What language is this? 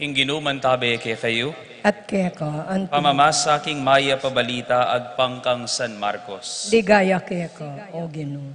Pampanga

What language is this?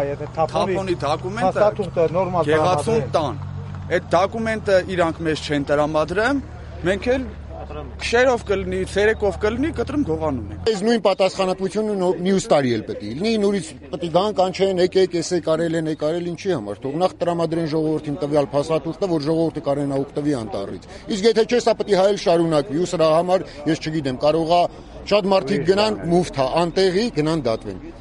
Armenian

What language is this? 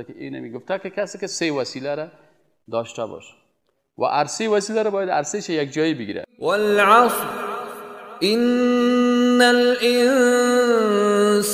Persian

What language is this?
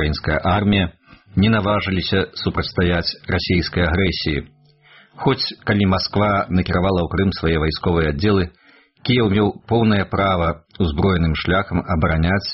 Belarusian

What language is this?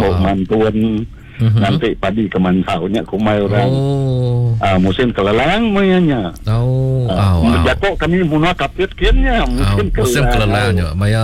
Iban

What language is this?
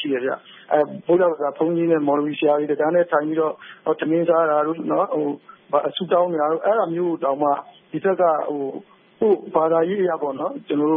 Burmese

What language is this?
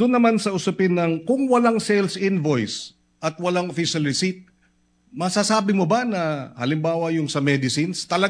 Filipino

